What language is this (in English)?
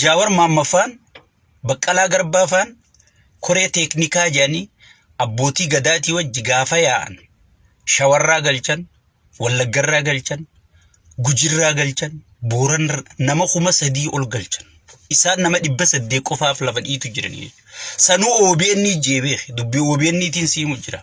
Oromo